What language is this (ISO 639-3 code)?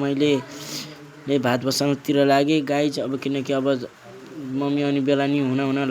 nep